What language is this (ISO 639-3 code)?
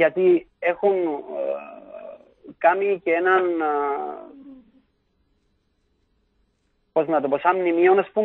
ell